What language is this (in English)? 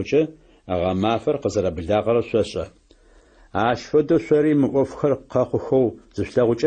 Adyghe